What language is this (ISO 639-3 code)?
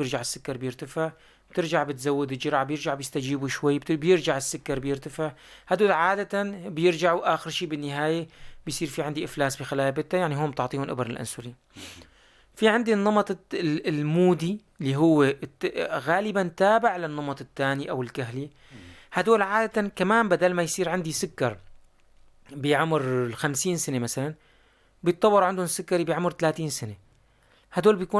apc